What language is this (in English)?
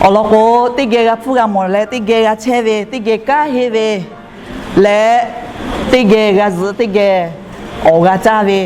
Lahu